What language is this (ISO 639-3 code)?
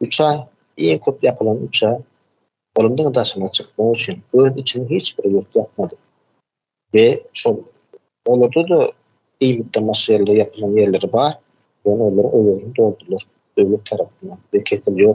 tuk